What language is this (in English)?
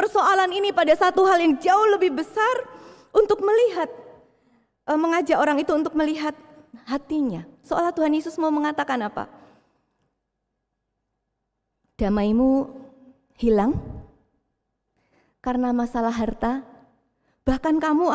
Indonesian